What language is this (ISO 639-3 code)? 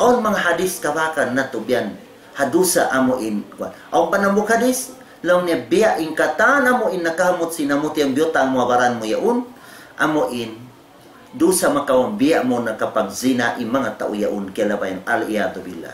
tsg